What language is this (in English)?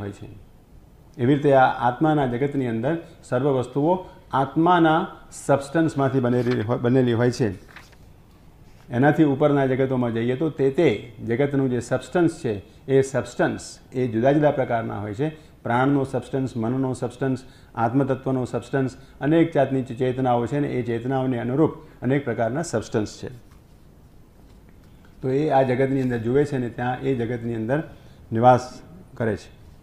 Gujarati